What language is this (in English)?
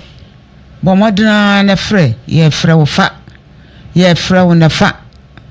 Akan